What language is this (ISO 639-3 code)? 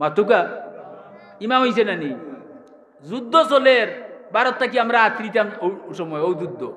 syl